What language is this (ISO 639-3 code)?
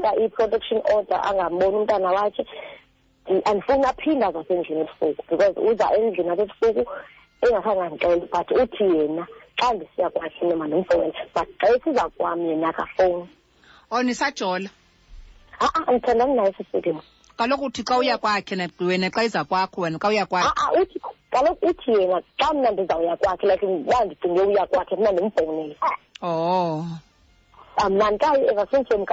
xho